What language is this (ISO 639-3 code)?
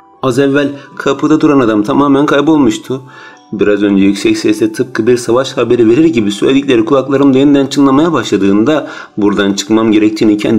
tur